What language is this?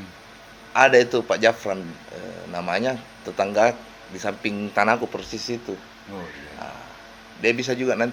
Makassar Malay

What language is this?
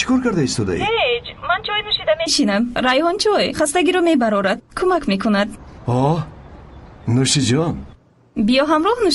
Tajik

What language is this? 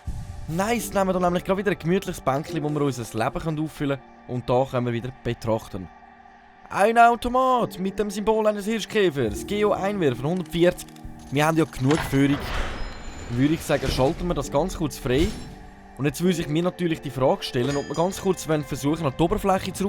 Swiss German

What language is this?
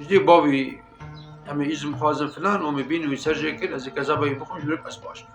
Kurdish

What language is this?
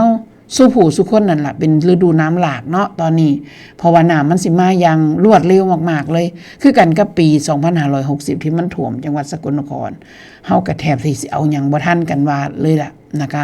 Northeastern Thai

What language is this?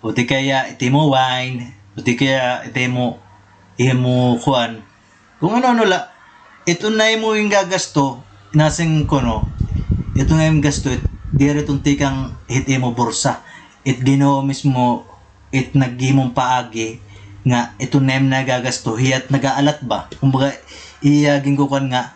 Waray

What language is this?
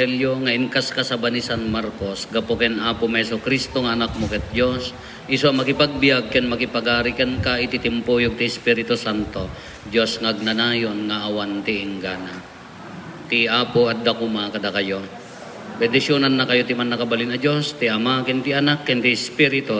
Iloko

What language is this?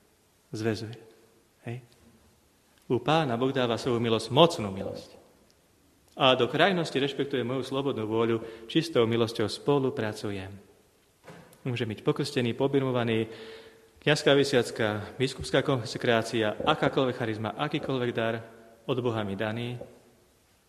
Slovak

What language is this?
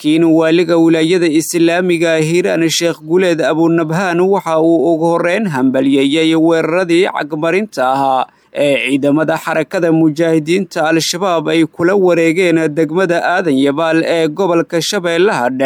Somali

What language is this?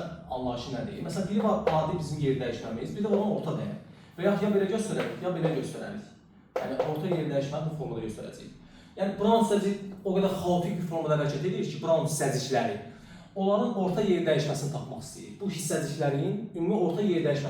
Azerbaijani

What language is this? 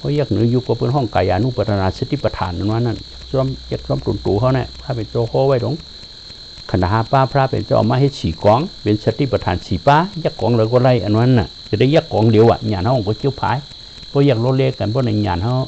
Shan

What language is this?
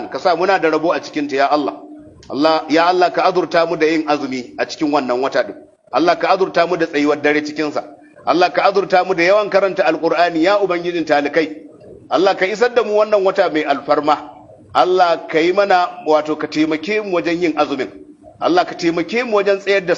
Hausa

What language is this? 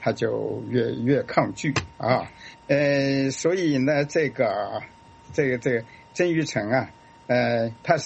Chinese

